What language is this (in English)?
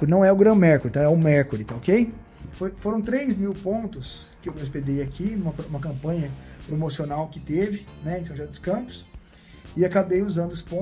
Portuguese